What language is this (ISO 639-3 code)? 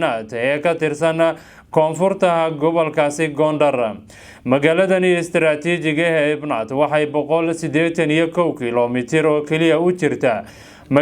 som